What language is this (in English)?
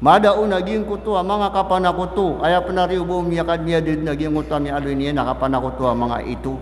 Maranao